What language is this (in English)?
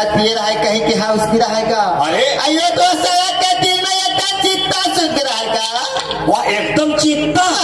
Chhattisgarhi